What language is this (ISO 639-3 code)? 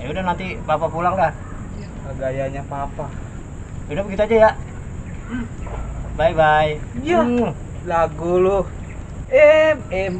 bew